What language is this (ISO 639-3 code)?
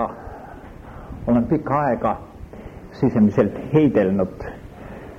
est